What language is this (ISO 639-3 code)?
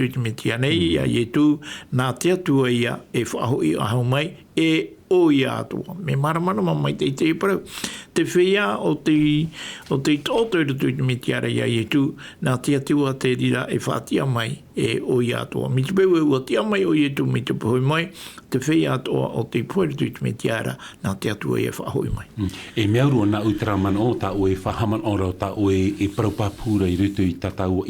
tah